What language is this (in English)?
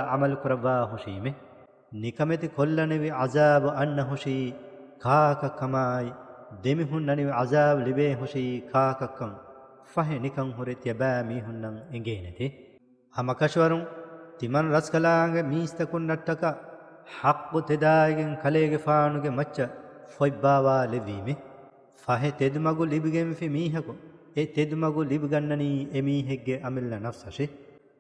Divehi